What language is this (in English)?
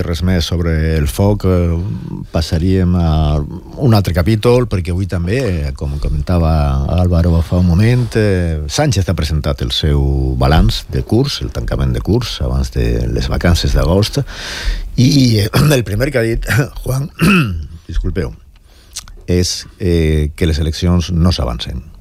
Catalan